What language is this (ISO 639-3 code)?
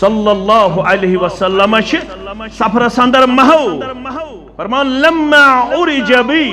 kas